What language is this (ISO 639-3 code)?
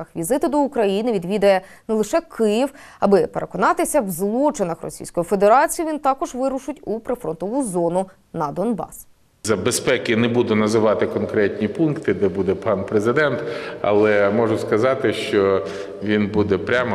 ukr